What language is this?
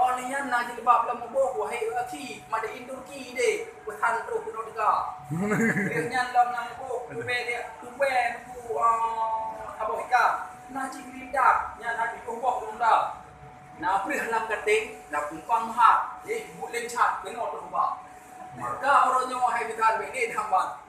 Achinese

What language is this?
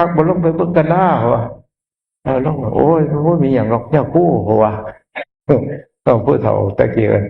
Northeastern Thai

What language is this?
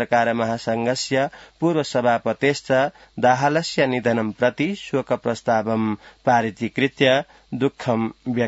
Sanskrit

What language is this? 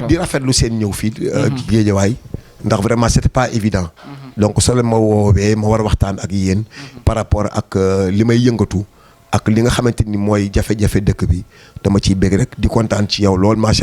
Wolof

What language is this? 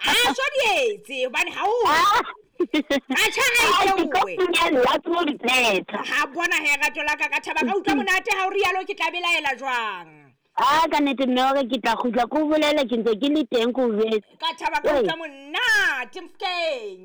Southern Sotho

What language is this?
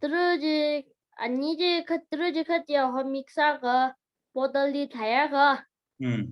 Tangkhul Naga (India)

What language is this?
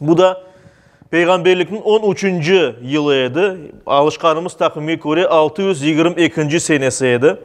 Crimean Tatar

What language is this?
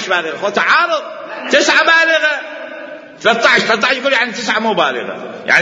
Mesopotamian Arabic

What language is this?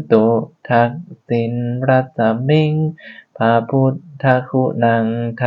Pali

